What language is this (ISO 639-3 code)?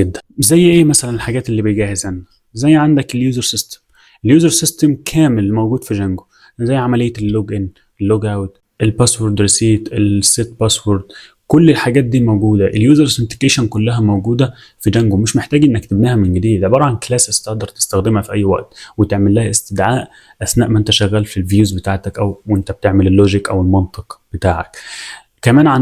arz